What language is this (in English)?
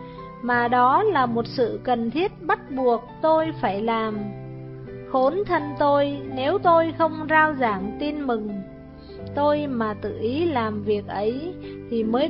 Vietnamese